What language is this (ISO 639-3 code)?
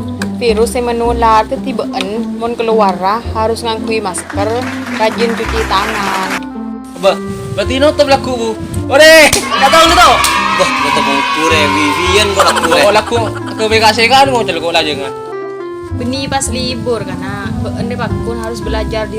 mad